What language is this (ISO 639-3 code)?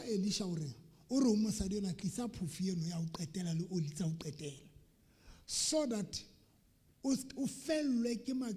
sot